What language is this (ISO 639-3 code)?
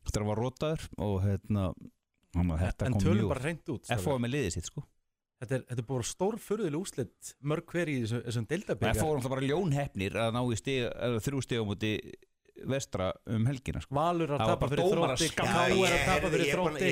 isl